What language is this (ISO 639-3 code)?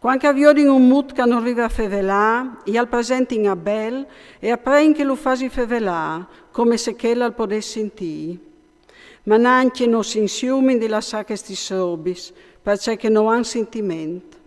fur